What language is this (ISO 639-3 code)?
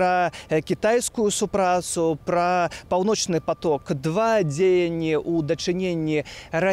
bel